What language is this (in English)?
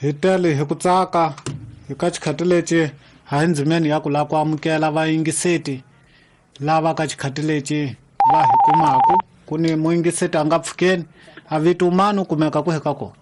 Tsonga